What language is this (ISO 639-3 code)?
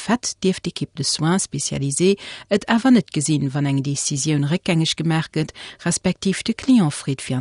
ltz